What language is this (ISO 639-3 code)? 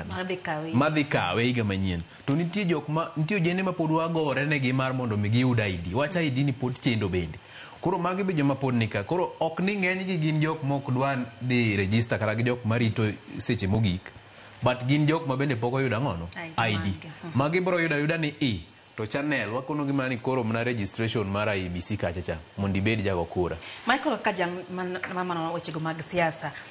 luo